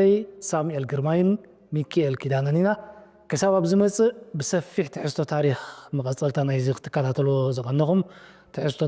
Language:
Tigrinya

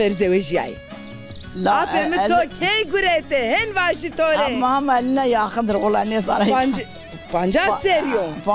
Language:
Zaza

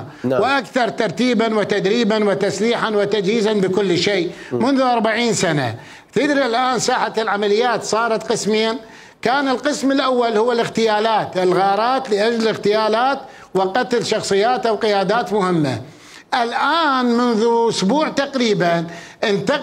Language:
Mesopotamian Arabic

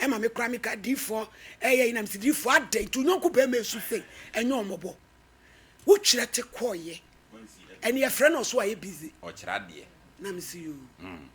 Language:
Akan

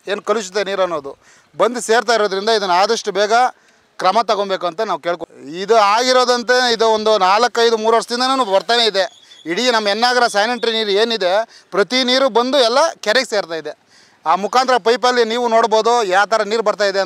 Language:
Kannada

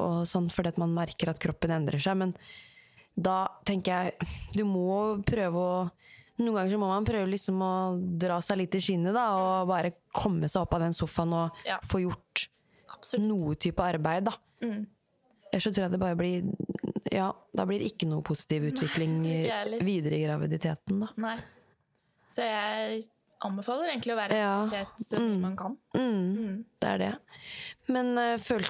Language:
Norwegian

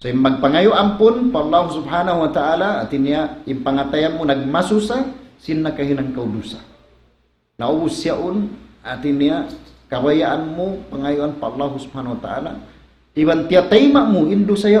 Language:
Tausug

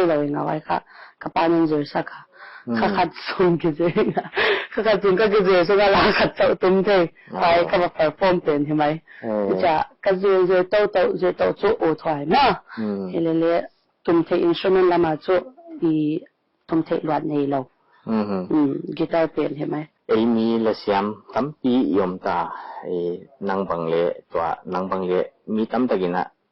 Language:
Paite Chin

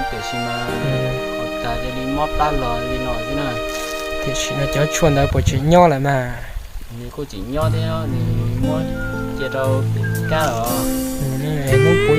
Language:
Hmong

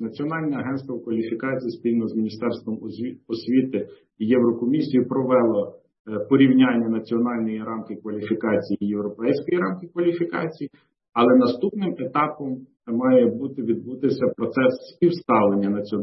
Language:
Ukrainian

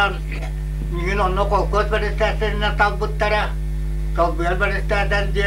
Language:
Yakut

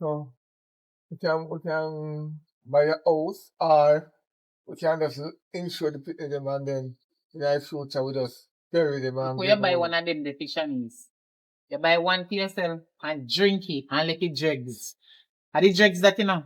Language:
Jamaican Creole English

